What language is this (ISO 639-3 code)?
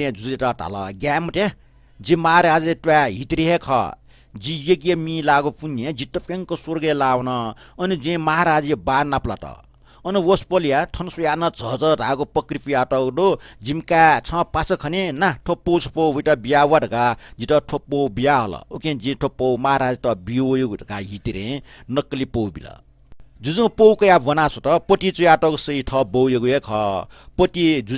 new